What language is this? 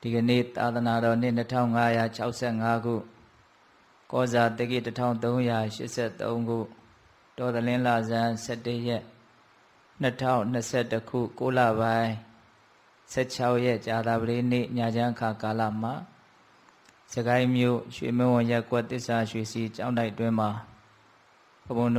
Burmese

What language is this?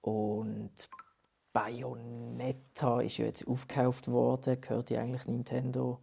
Swiss German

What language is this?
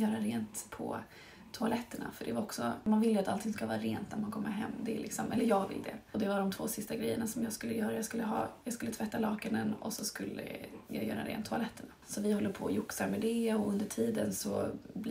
Swedish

